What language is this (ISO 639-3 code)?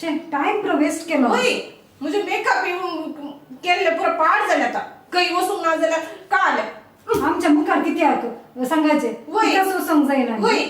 kok